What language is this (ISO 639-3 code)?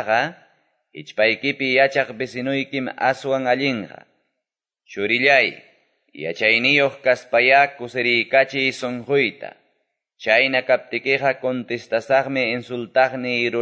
que